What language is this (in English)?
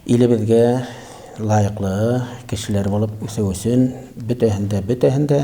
Bashkir